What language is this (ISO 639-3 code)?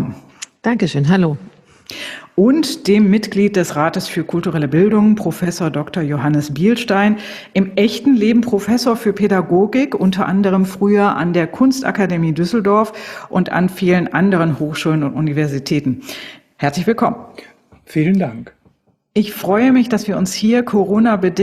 deu